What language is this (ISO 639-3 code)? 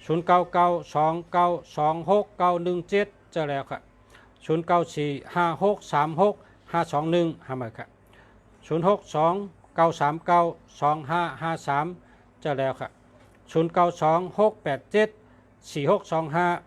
shn